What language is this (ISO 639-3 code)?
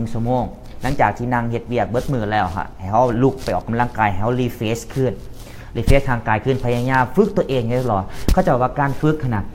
lao